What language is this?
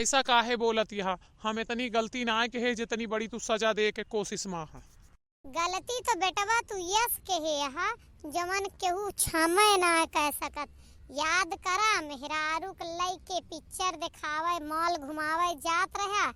Awadhi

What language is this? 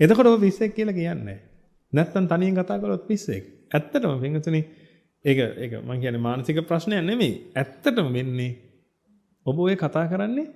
Sinhala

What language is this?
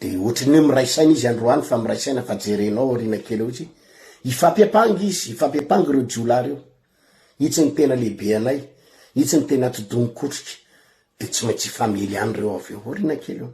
Malagasy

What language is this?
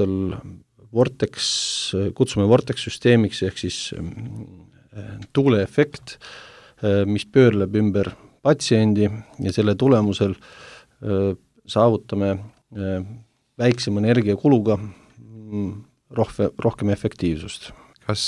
Estonian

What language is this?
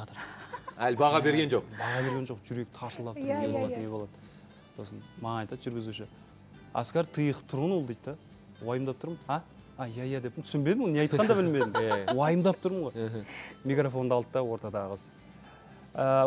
Kazakh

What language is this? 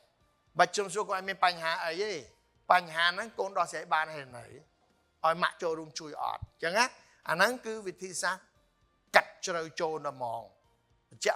Khmer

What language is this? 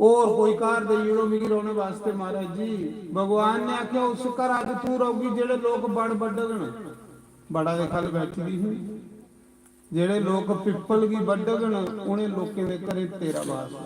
Dogri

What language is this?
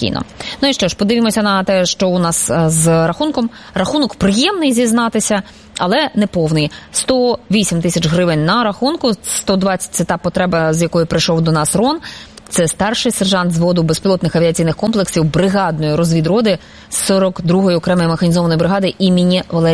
Ukrainian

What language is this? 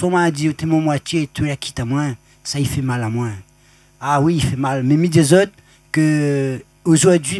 Réunion Creole French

